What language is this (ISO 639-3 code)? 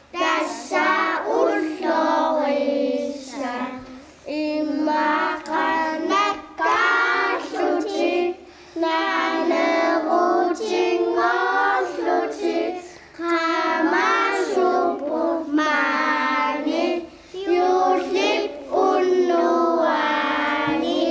kal